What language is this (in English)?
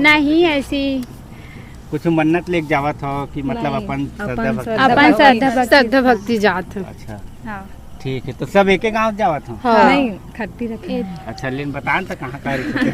Chhattisgarhi